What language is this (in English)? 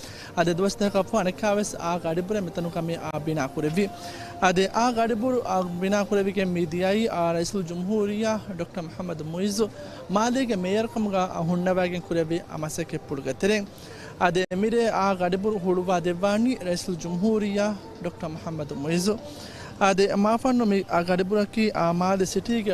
Divehi